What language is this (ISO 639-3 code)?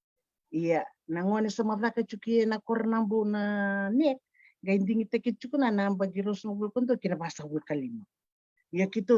fij